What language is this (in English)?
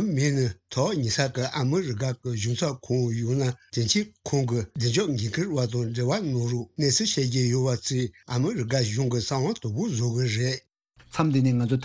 Tibetan